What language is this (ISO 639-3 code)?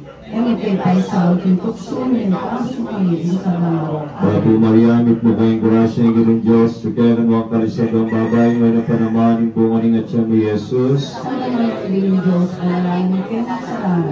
pam